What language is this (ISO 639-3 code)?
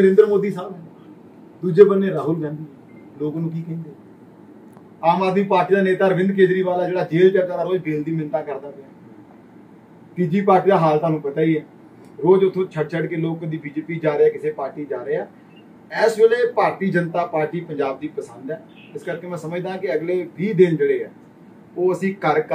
pan